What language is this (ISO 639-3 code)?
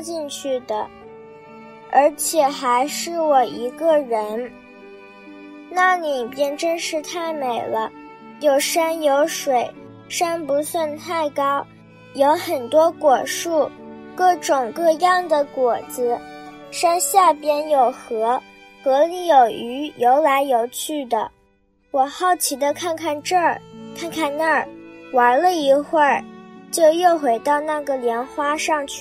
zho